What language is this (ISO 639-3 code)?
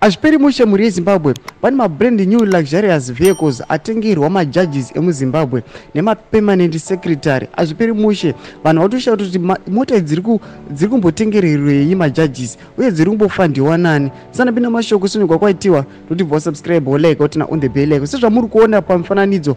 sna